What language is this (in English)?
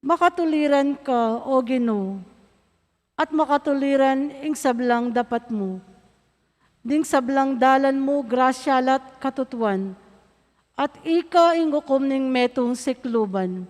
Pampanga